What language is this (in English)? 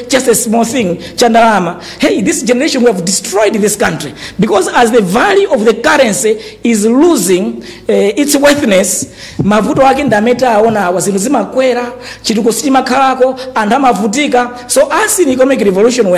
Nyanja